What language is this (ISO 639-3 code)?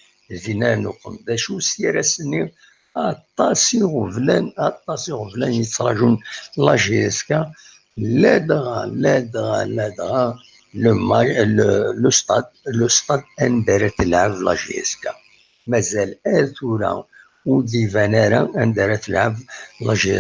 kab